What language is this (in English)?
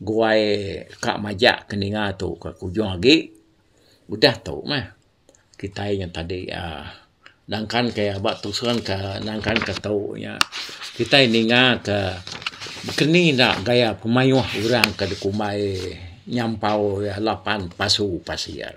Iban